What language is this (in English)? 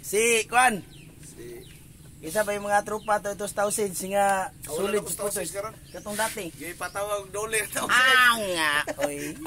Cebuano